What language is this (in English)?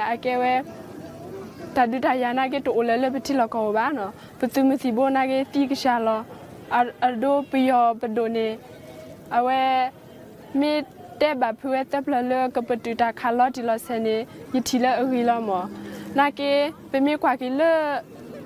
Thai